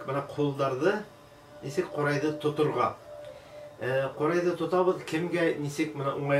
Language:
Bashkir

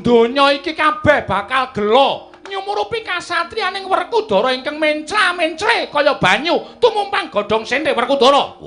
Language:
Javanese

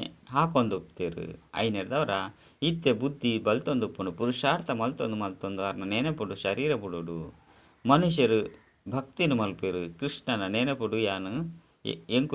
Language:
Tulu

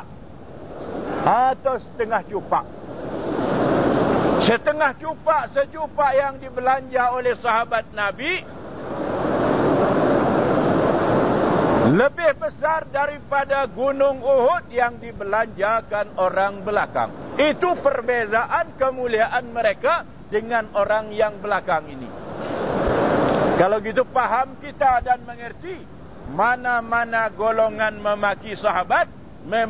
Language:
Malay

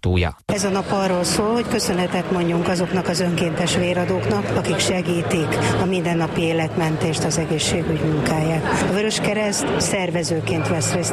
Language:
Hungarian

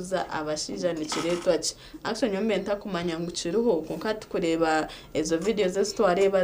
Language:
Nyankole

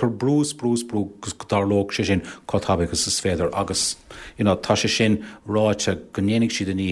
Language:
Irish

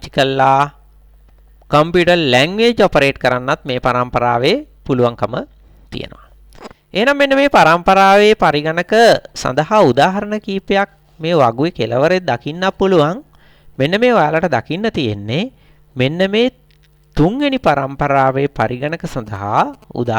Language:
Sinhala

